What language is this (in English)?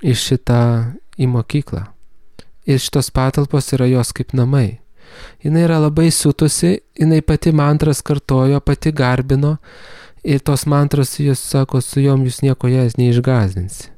Lithuanian